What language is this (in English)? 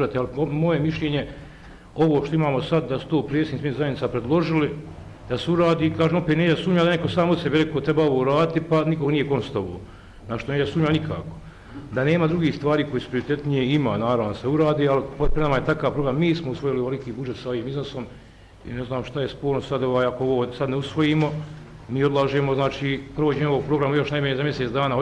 Bosnian